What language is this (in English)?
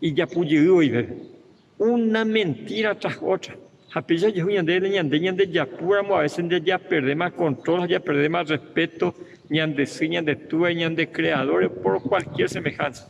Guarani